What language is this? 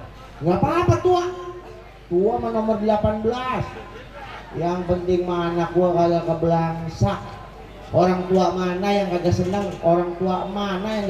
Betawi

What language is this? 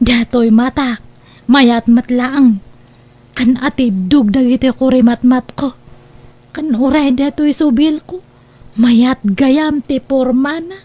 Iloko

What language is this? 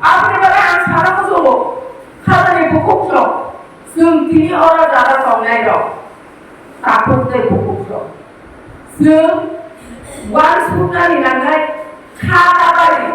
Kok Borok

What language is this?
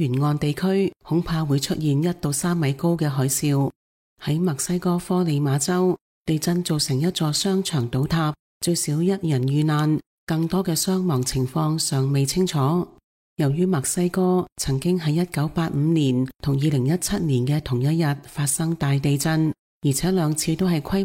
Cantonese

